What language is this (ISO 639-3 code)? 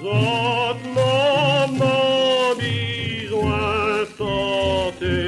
mfe